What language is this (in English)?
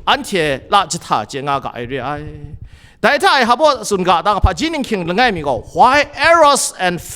Kachin